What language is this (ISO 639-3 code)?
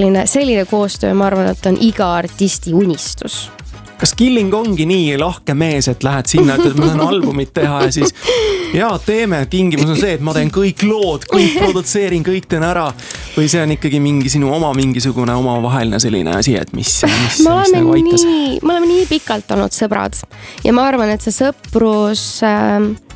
est